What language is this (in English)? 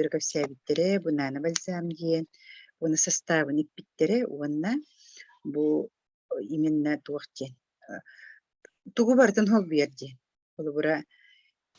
Yakut